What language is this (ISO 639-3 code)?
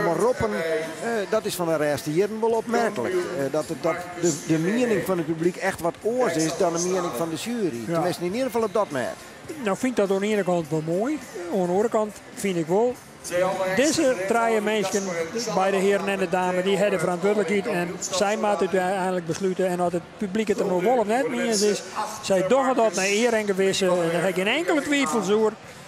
fry